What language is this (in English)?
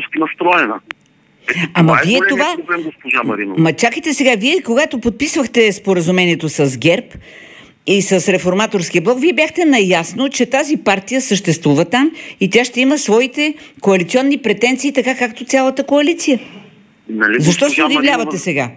Bulgarian